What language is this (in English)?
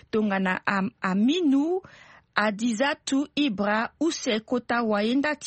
Sango